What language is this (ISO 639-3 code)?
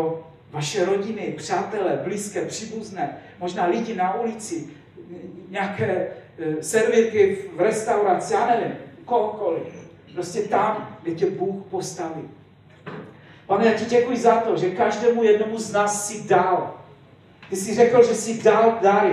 ces